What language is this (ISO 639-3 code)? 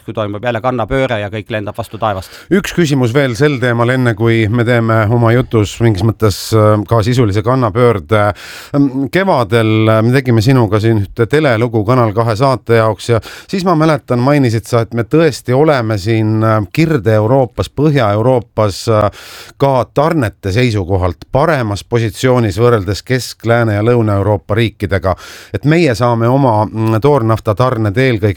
est